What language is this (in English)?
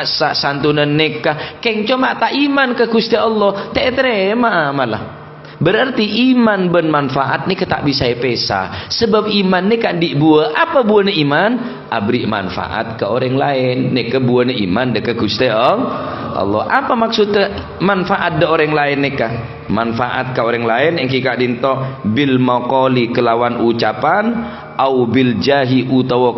Madurese